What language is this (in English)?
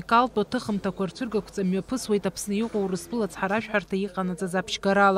Abkhazian